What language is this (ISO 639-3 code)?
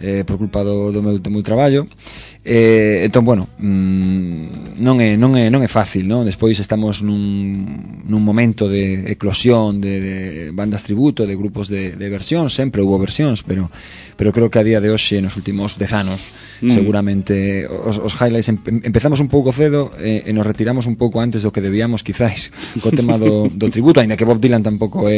glg